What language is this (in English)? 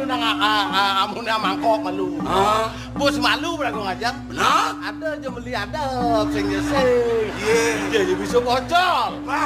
Balinese